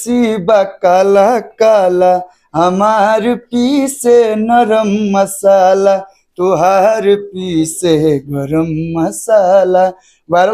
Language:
Bhojpuri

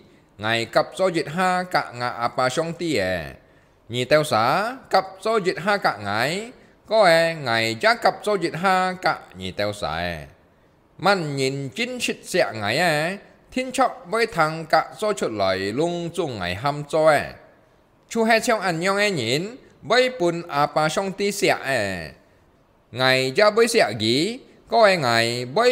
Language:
Hakka Chinese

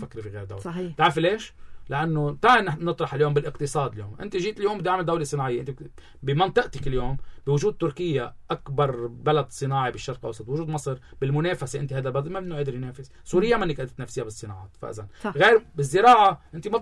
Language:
North Levantine Arabic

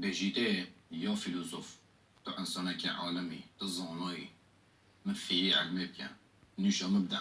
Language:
Kurdish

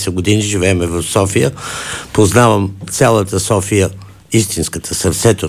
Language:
Bulgarian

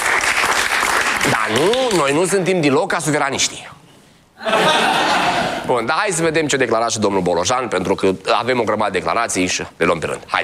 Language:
Romanian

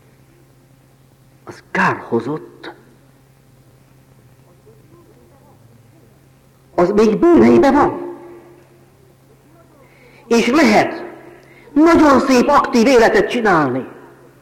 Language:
Hungarian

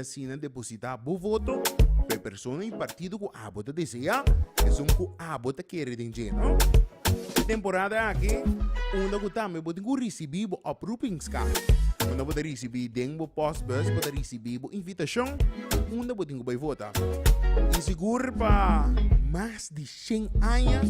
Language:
Papiamento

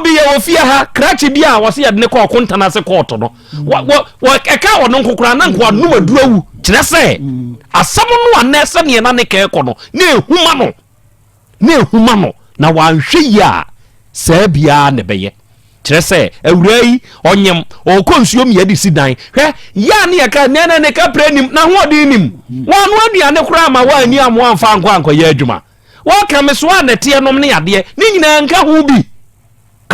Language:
Akan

